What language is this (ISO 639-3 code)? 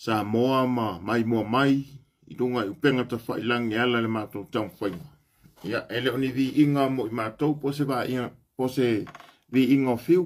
smo